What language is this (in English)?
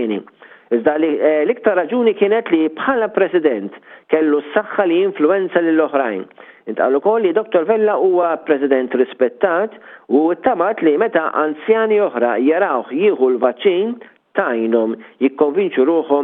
Maltese